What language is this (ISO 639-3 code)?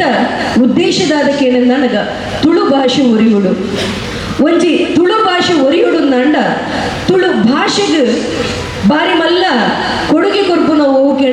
tcy